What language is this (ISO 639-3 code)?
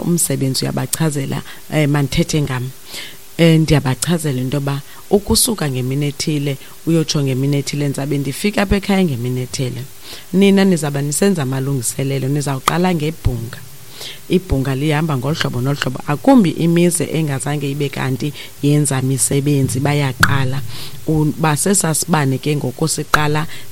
xho